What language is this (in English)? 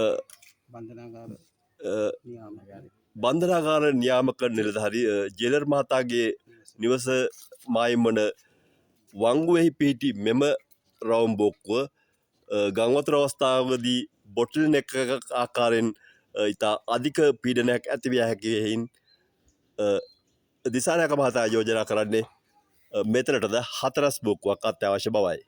Sinhala